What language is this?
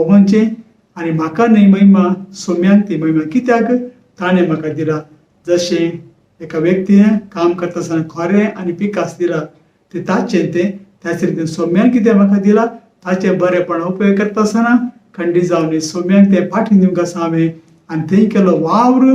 Konkani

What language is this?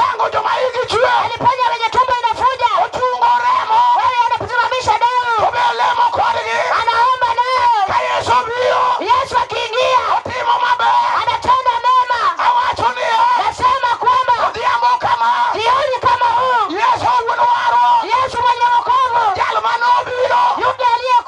Luo (Kenya and Tanzania)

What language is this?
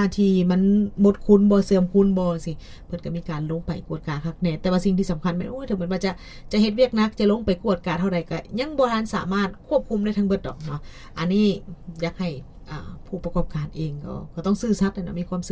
Lao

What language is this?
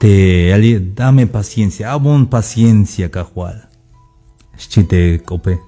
Tzeltal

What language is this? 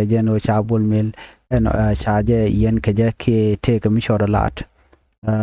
Nuer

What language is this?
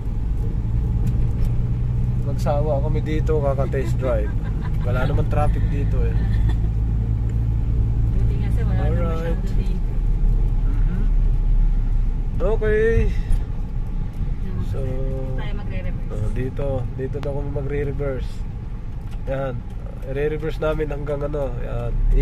Filipino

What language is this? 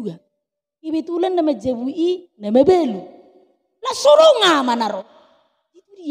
Batak Toba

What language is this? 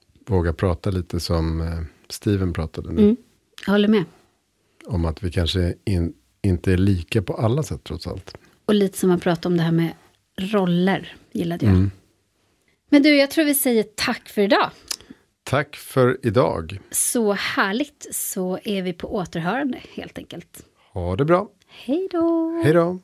Swedish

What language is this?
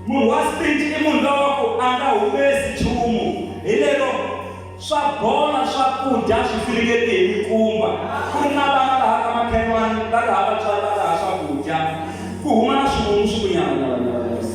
Tsonga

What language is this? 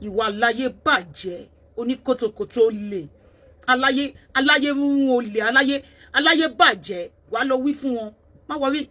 Yoruba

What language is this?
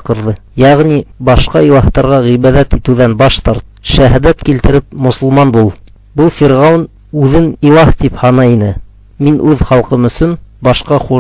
Bashkir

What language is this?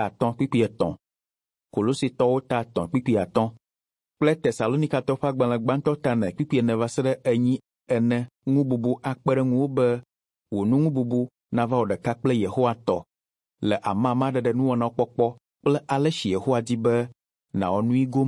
Ewe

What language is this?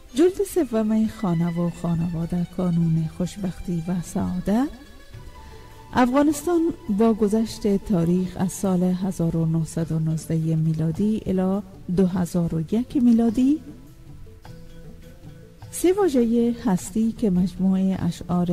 Persian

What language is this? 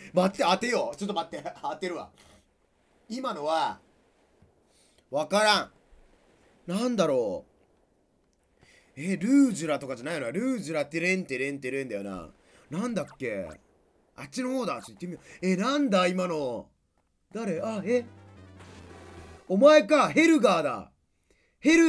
Japanese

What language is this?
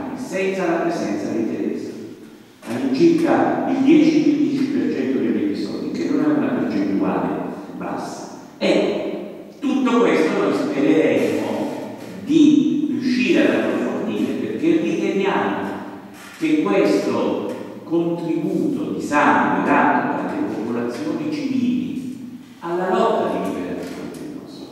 Italian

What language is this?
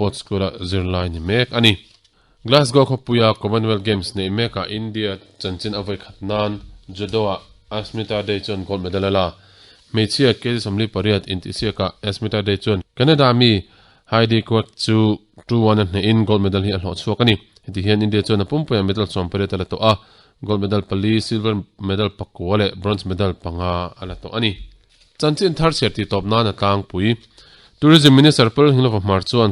Mizo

